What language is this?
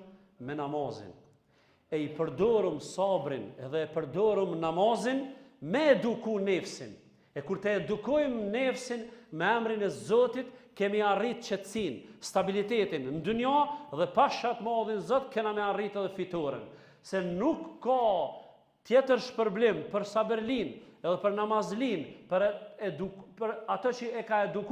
Albanian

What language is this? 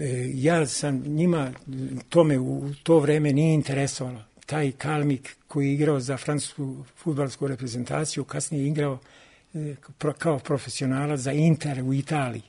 Serbian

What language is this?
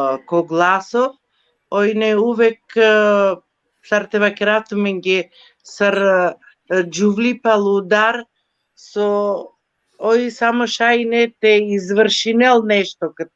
Balkan Romani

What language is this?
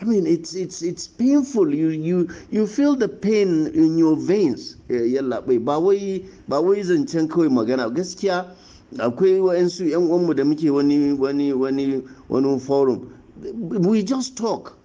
Hausa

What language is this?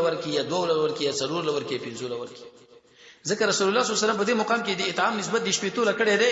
Pashto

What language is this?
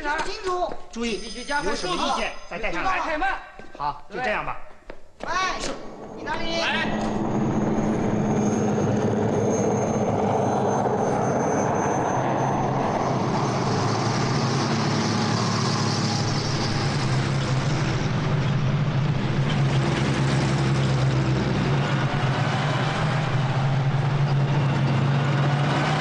Chinese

